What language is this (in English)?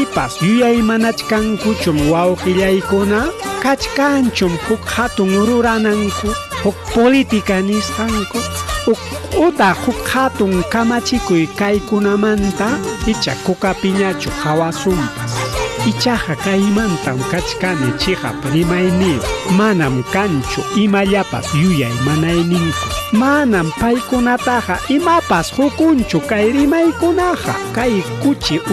Ayacucho Quechua